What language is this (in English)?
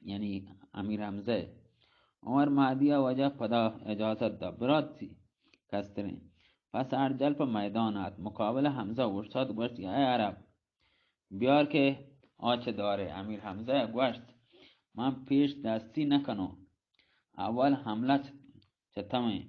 Baluchi